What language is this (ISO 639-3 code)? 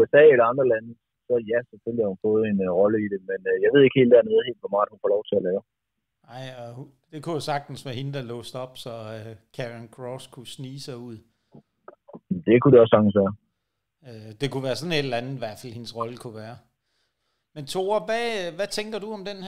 dan